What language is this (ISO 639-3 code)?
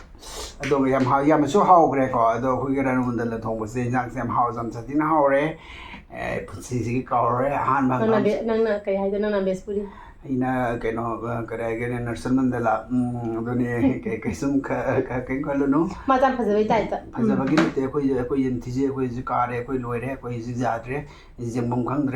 mni